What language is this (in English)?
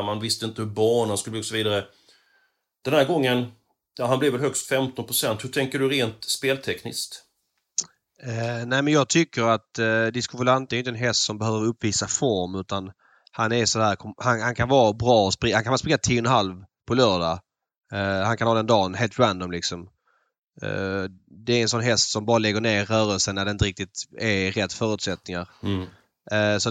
Swedish